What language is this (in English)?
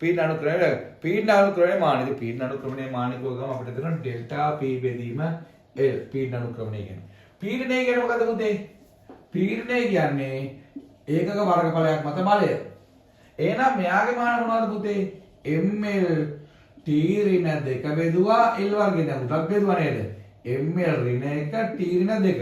Sinhala